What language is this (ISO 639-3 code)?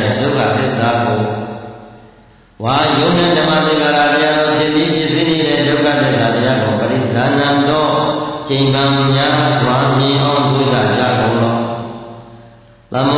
mya